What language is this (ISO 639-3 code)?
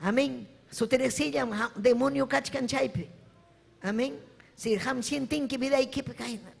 quy